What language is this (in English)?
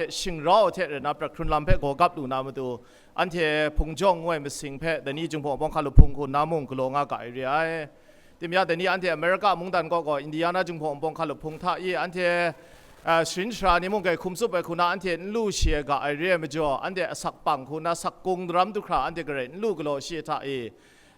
Kachin